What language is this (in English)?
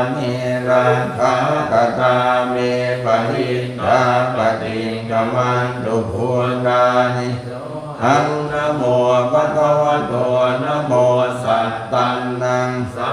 Pali